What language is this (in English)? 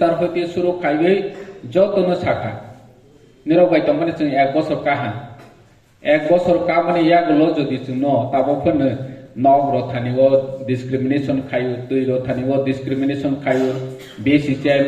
Kok Borok